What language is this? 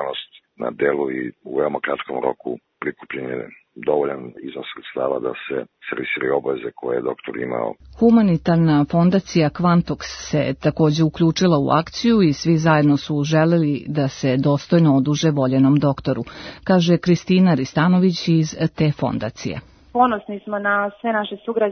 Serbian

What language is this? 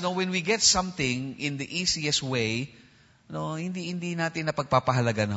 Filipino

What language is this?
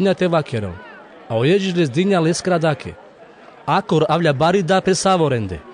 Carpathian Romani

